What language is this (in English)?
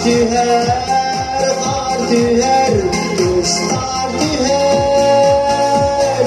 Yakut